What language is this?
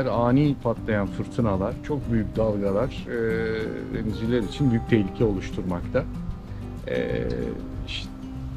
Turkish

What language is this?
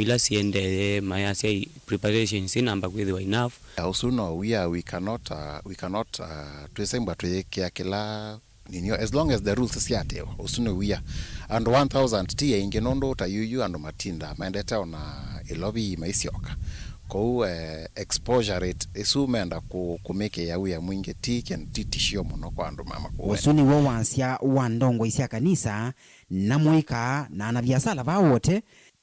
Kamba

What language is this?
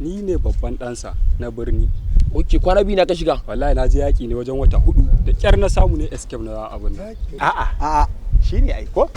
Hausa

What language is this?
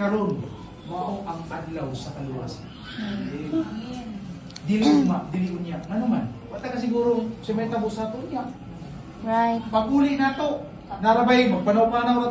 Cebuano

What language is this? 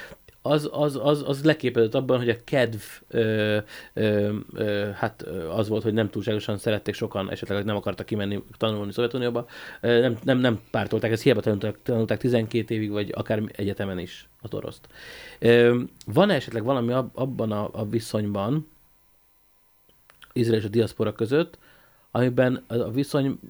Hungarian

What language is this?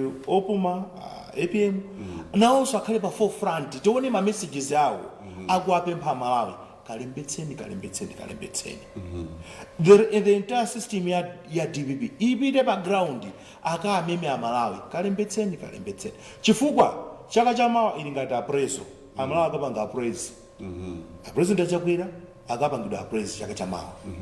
Nyanja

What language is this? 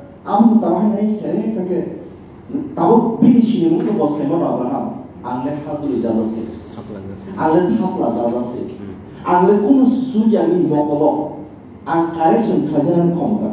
Kok Borok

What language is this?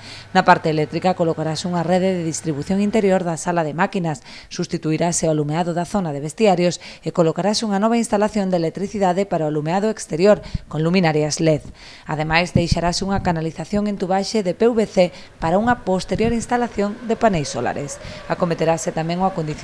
Galician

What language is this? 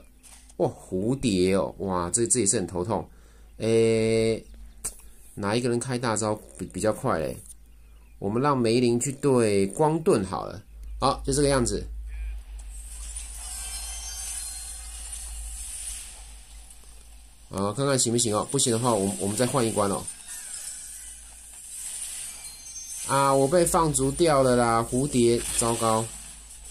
Chinese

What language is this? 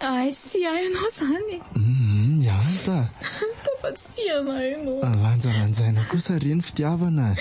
Malagasy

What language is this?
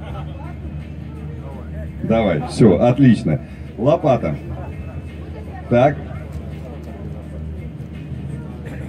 Russian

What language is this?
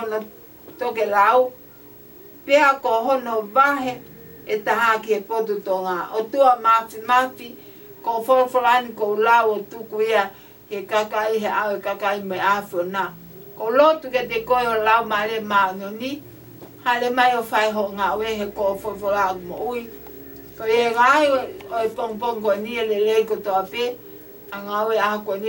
Tongan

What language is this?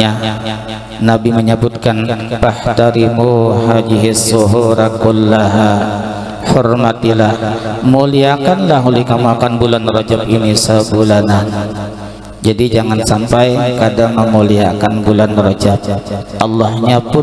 Banjar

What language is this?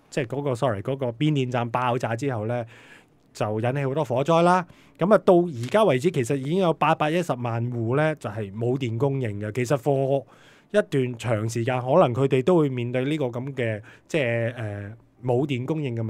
Cantonese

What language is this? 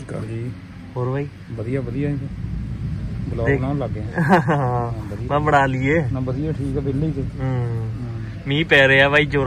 Punjabi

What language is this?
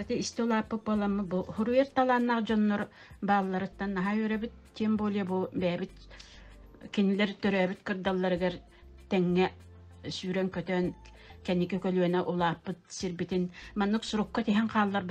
Yakut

